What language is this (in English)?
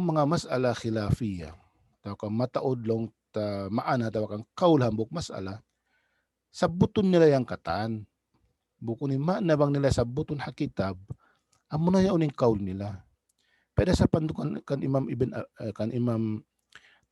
Tausug